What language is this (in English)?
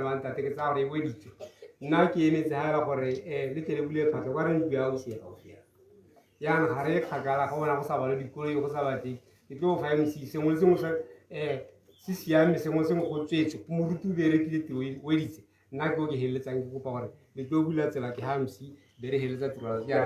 Tswana